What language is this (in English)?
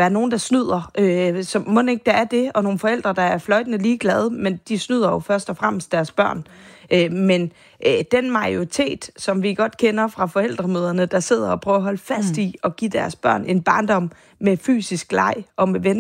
Danish